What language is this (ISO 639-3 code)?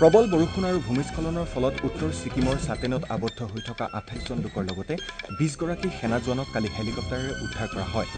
asm